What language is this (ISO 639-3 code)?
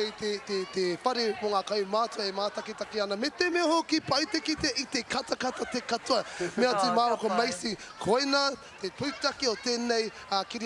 mri